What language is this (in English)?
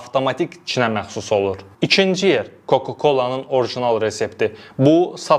Azerbaijani